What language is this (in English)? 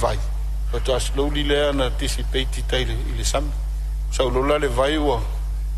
Samoan